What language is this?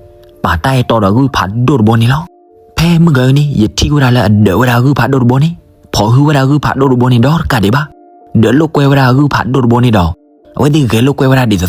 S'gaw Karen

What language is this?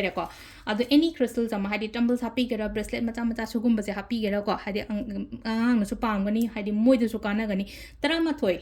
Manipuri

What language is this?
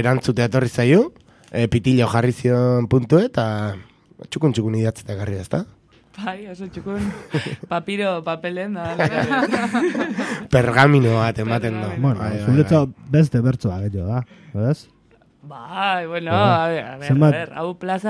Basque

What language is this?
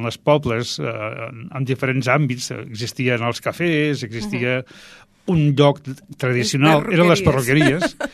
Catalan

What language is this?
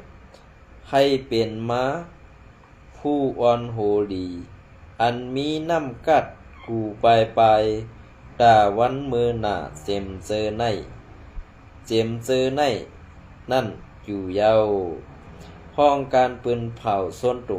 Shan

